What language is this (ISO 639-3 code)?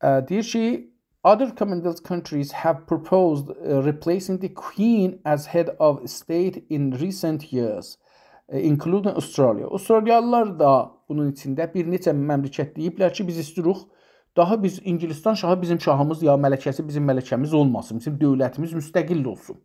azb